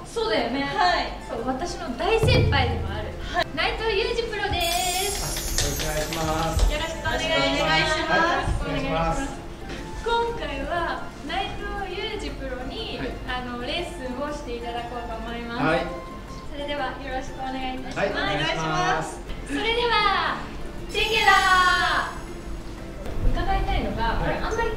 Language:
Japanese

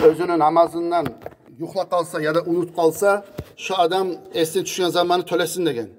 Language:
Kumyk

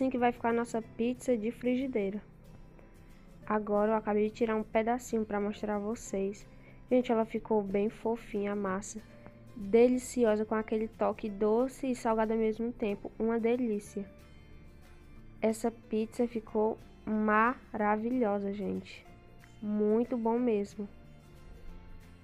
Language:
Portuguese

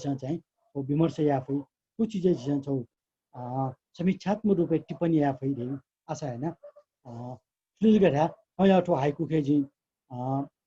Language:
Newari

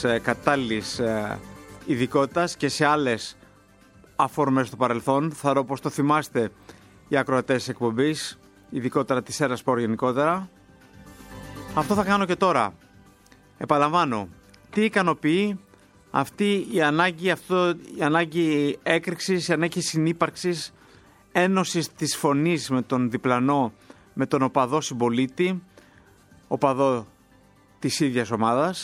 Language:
Greek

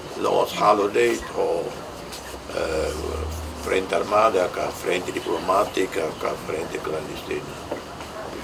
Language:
Tetum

